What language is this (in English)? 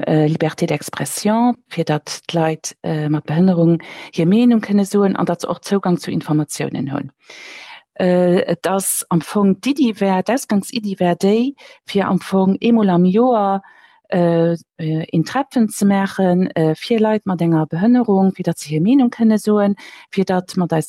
Luxembourgish